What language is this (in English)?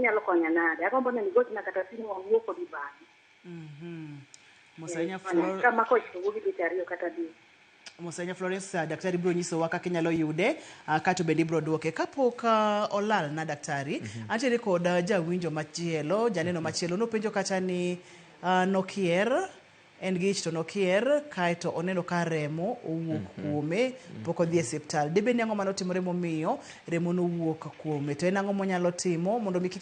Luo (Kenya and Tanzania)